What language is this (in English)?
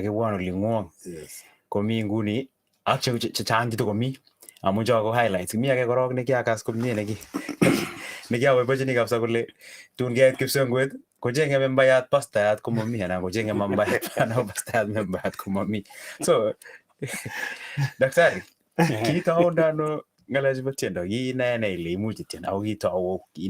Kalenjin